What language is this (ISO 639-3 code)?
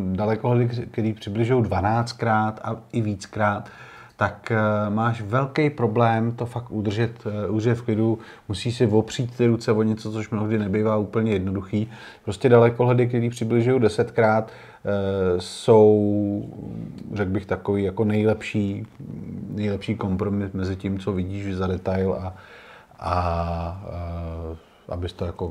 ces